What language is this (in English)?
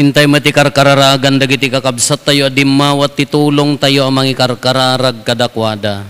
Iloko